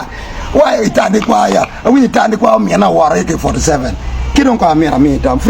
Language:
Acoli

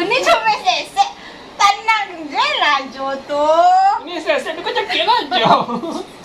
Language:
Minangkabau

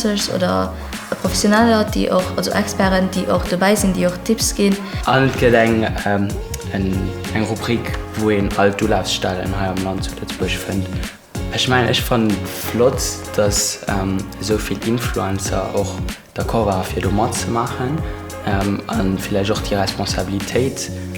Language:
Luxembourgish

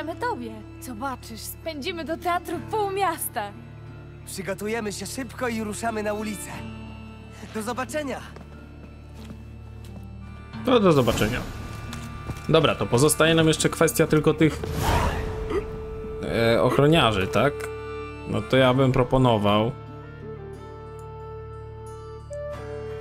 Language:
Polish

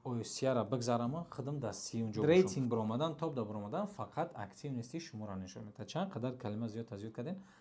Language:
Tajik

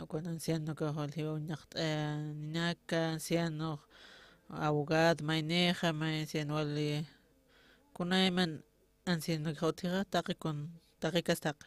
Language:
Aymara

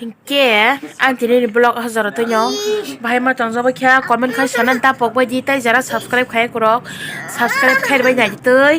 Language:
Kok Borok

